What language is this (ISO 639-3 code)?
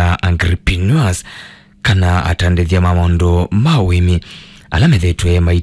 kam